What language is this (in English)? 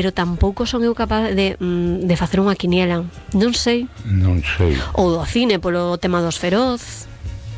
Galician